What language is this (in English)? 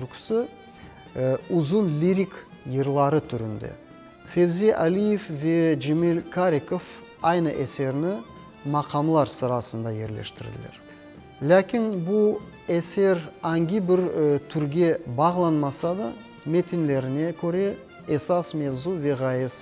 Crimean Tatar